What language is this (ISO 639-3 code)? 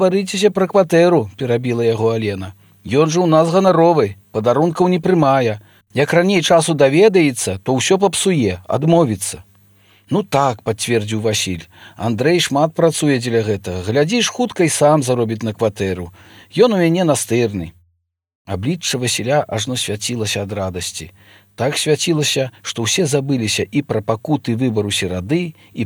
bel